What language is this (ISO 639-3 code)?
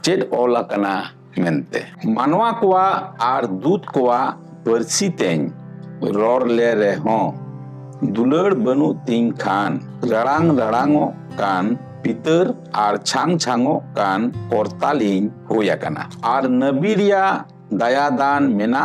sat